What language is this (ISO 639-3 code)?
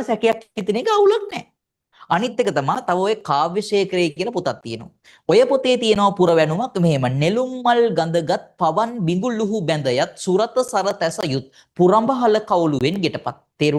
sin